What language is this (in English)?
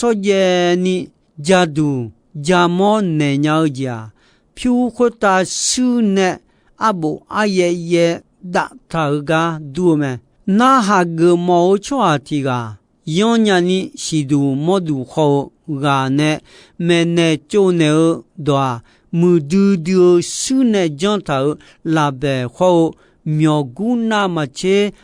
Akha